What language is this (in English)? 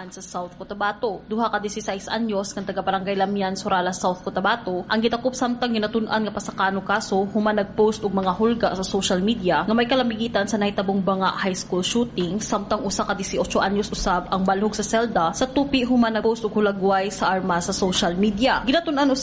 Cebuano